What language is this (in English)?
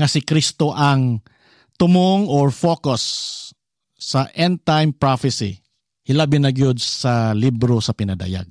Cebuano